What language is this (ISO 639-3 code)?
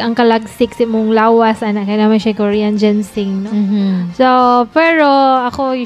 ceb